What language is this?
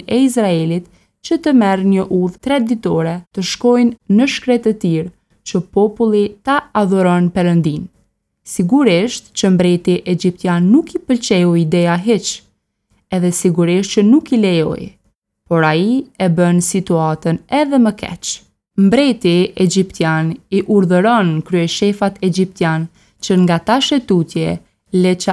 Albanian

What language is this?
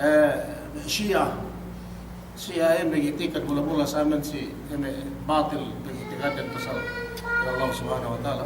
Yakan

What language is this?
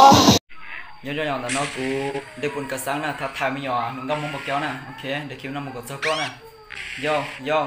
Hmong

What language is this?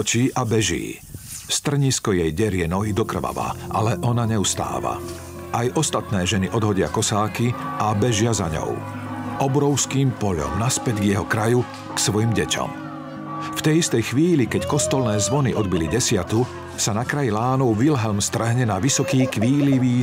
Slovak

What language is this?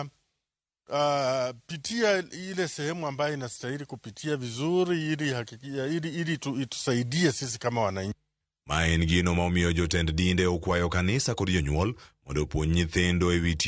Luo (Kenya and Tanzania)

